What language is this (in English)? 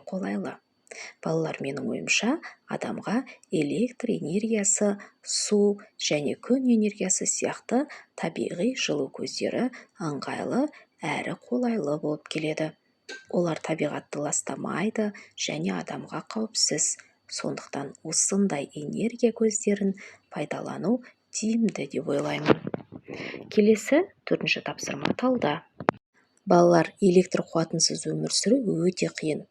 Kazakh